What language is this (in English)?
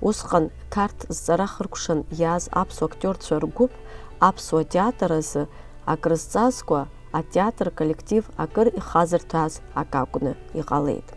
Abkhazian